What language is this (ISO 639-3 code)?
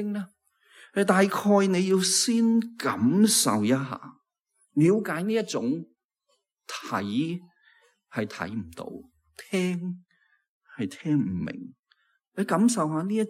yue